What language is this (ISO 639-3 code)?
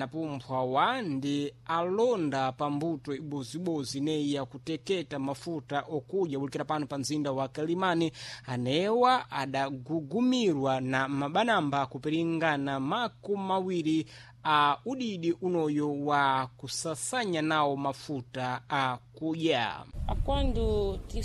seh